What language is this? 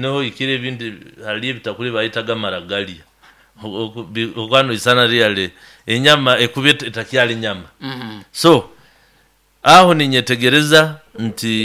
Nyoro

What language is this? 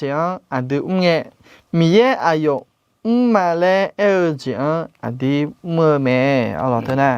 Akha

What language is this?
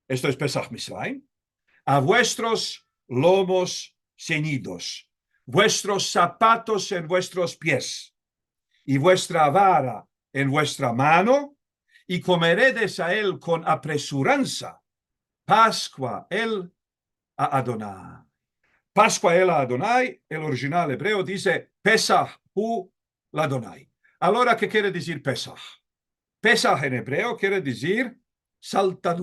Ladino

